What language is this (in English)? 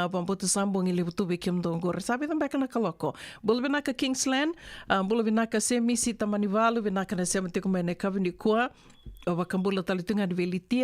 Fijian